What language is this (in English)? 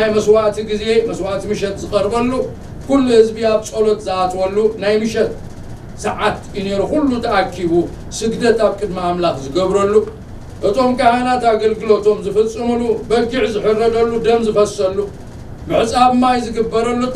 Tigrinya